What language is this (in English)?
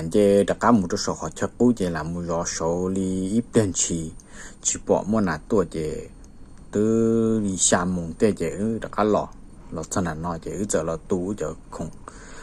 Hmong